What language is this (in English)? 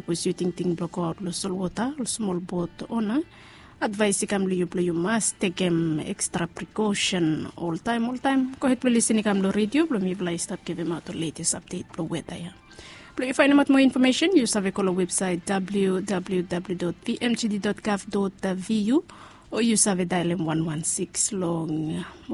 Bislama